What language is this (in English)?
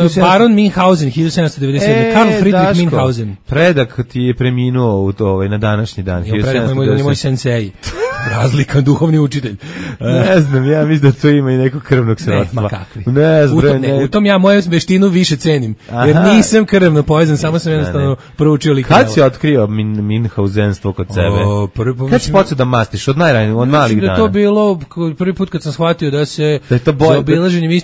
Serbian